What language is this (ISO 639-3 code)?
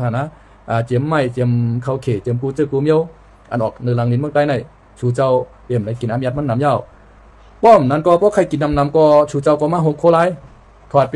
shn